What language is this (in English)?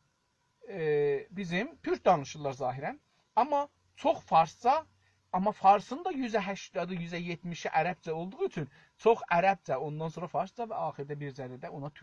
South Azerbaijani